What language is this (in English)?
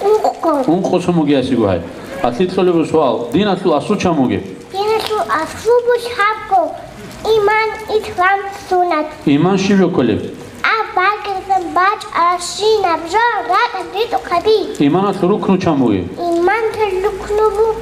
Avaric